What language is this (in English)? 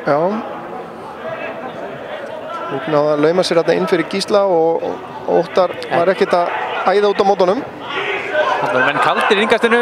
Icelandic